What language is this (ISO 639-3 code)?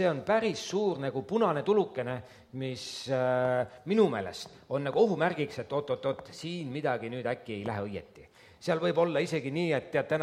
est